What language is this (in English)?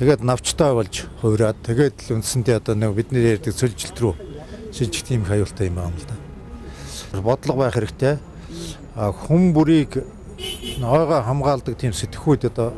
Mongolian